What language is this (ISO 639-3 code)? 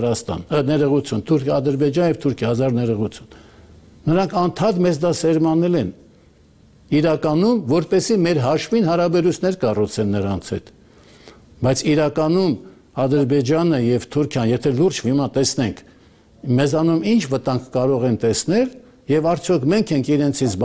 hye